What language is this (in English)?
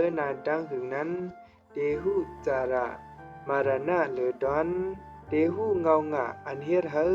Shan